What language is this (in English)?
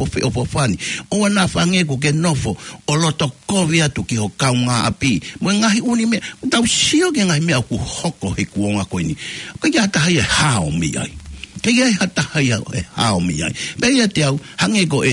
Tongan